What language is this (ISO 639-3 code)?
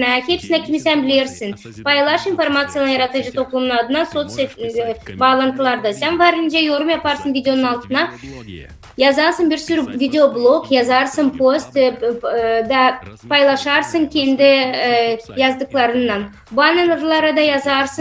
gag